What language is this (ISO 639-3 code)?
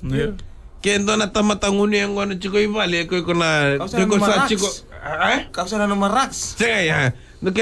fij